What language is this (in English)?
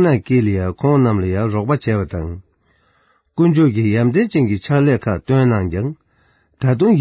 Tibetan